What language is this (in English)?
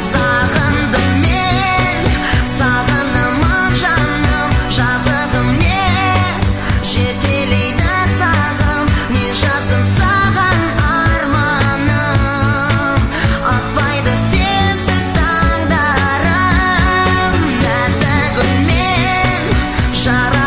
Kazakh